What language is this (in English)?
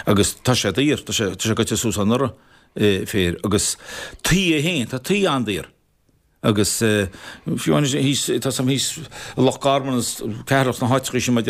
Irish